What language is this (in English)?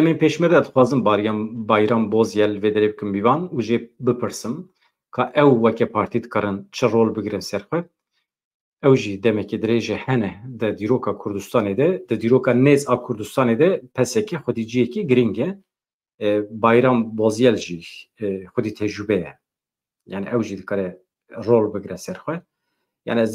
Kurdish